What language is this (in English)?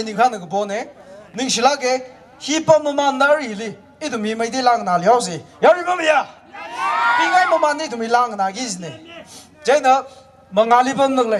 Tangkhul Naga (India)